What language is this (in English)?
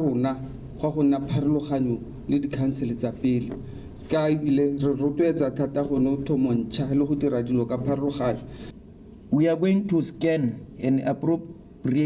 Tswana